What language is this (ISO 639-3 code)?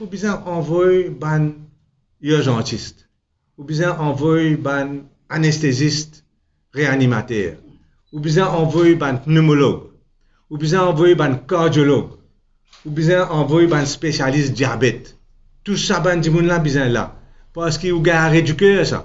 mfe